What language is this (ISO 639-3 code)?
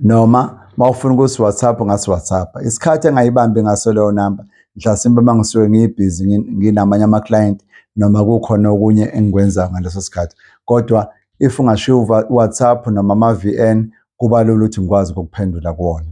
zul